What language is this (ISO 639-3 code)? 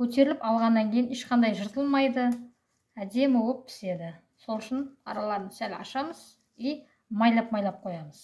kaz